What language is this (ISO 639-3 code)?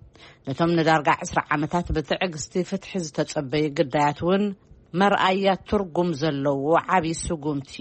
tir